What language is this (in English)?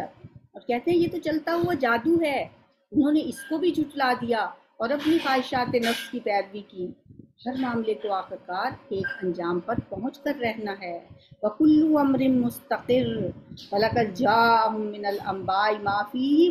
Urdu